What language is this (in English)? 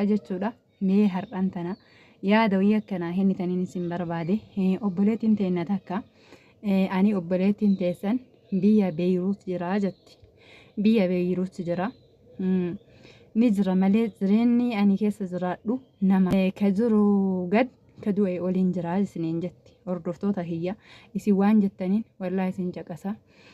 Oromo